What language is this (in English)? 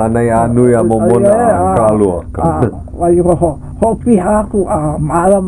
Hawaiian